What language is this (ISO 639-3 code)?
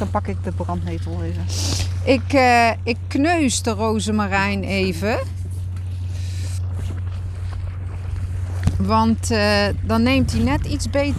nld